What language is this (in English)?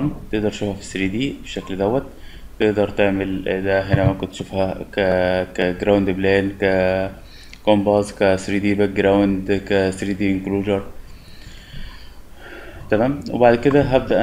Egyptian Arabic